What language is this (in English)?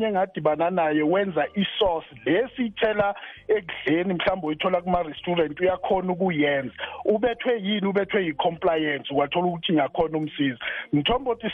South Ndebele